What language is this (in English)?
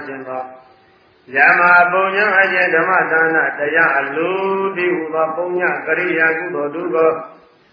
Burmese